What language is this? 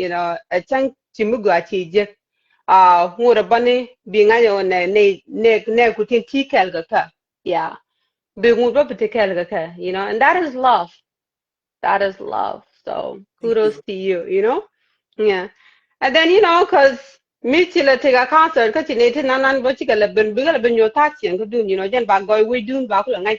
Nuer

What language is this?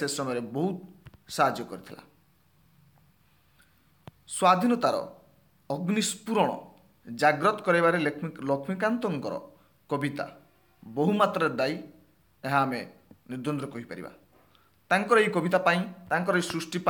Odia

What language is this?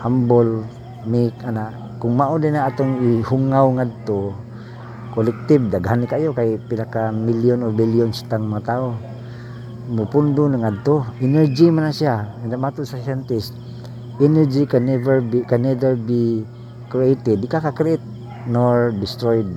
Cebuano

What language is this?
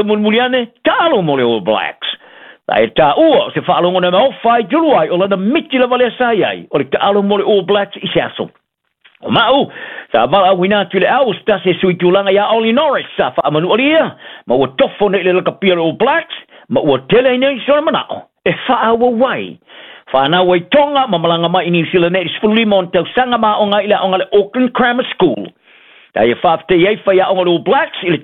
Samoan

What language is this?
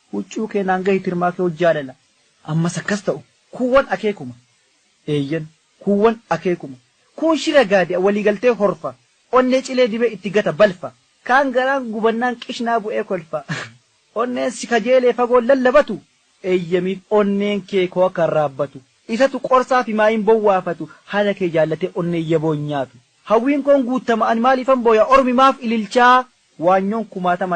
Oromo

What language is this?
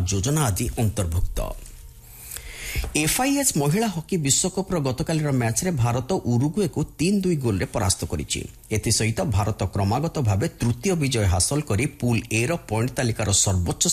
Odia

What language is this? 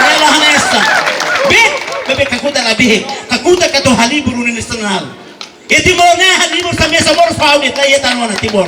Tetum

